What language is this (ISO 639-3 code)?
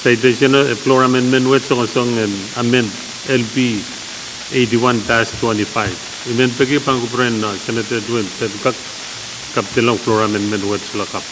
pon